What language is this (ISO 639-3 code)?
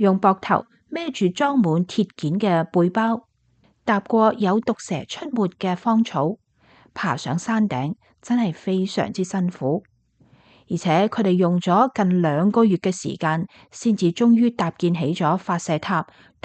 yue